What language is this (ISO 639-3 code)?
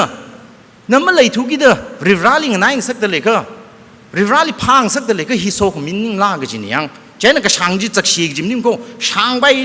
nmf